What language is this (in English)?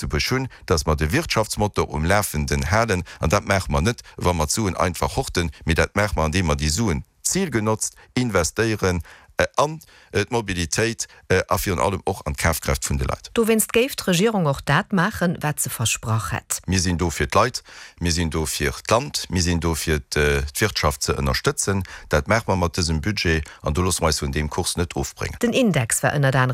Luxembourgish